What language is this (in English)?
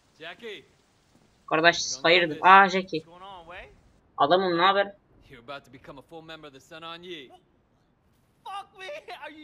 Turkish